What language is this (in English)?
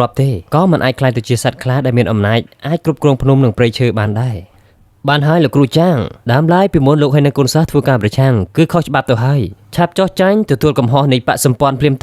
Khmer